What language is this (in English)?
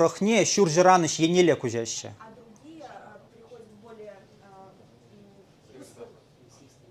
Chuvash